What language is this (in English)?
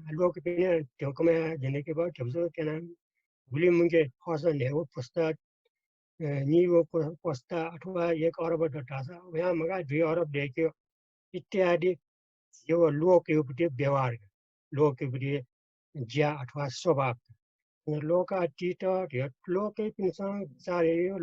Newari